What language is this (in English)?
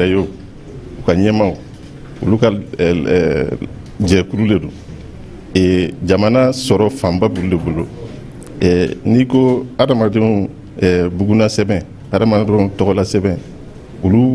Bambara